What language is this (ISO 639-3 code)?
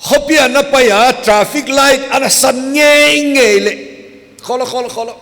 pck